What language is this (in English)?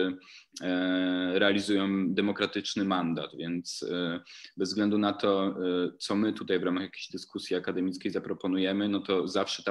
Polish